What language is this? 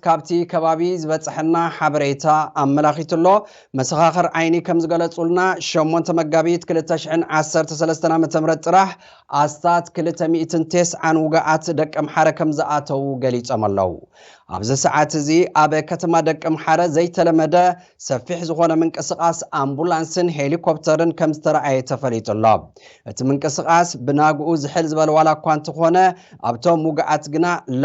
Tigrinya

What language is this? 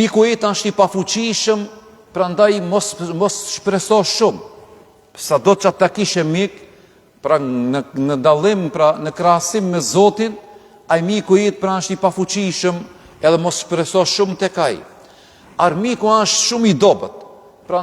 Albanian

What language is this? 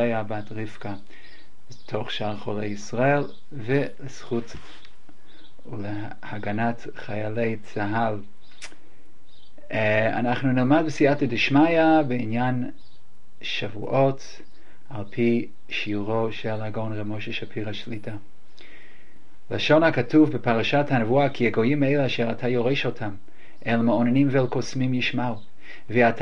Hebrew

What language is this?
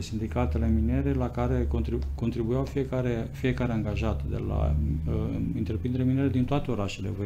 Romanian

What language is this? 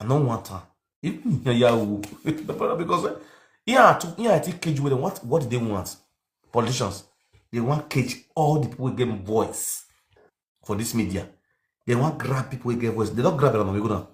Nigerian Pidgin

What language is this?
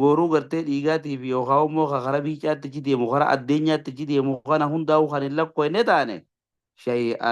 Oromo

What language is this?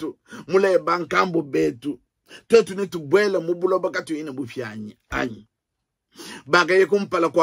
Luba-Lulua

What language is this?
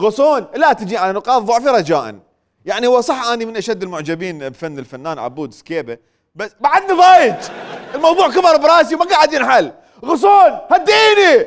Mesopotamian Arabic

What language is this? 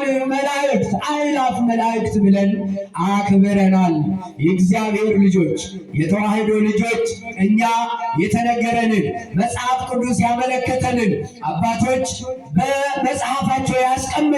Amharic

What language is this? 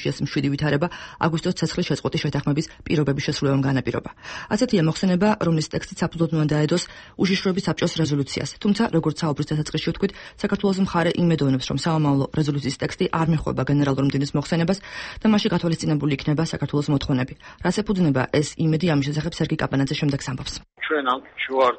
Georgian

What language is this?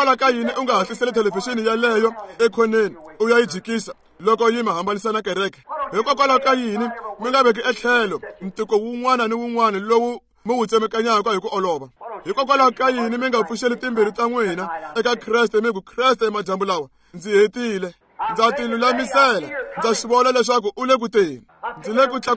Tsonga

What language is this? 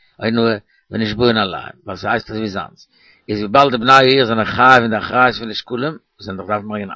Yiddish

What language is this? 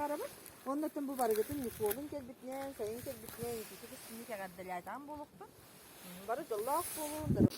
Yakut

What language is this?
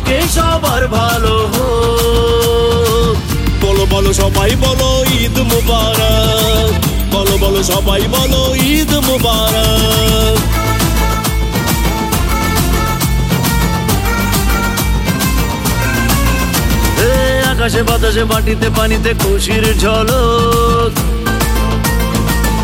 Bangla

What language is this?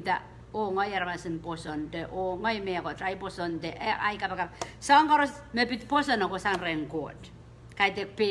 Pohnpeian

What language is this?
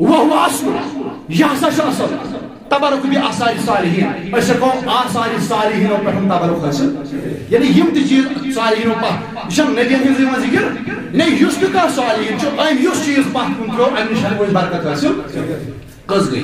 Kashmiri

